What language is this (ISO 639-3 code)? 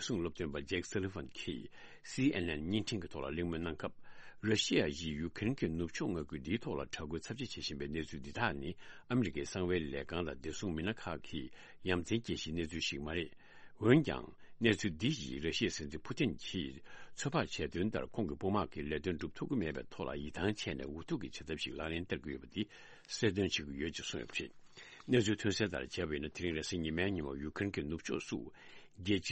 bod